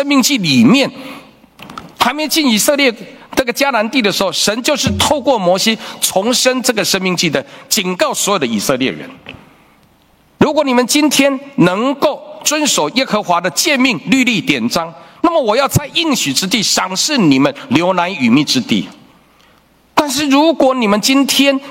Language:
Chinese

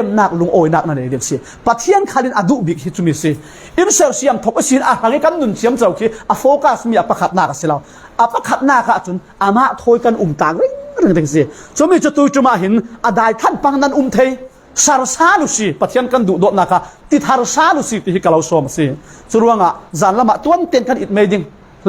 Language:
Falam Chin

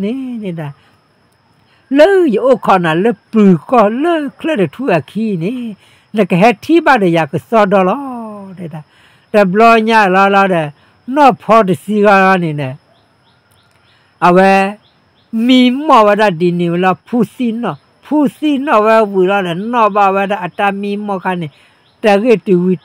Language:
S'gaw Karen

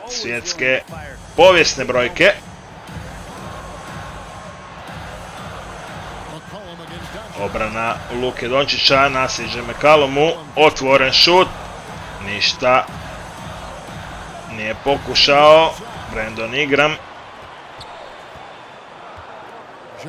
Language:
Croatian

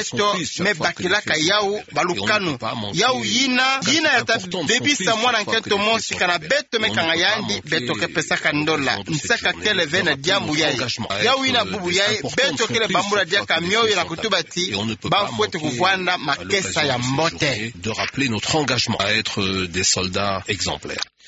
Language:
Kituba (Democratic Republic of Congo)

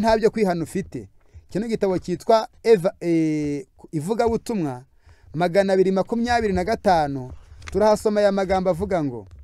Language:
Kinyarwanda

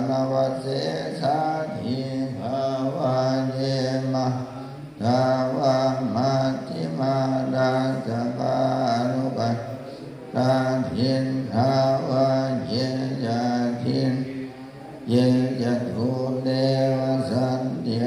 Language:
Pali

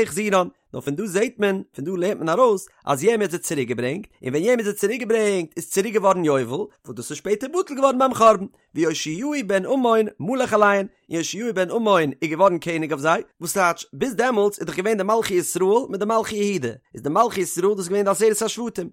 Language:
Yiddish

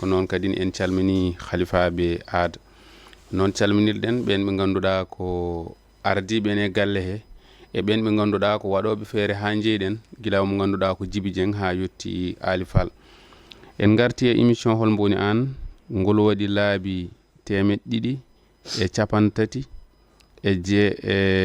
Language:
Fula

